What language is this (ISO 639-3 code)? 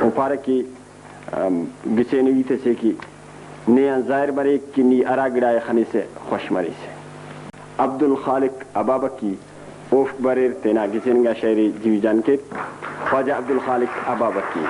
brh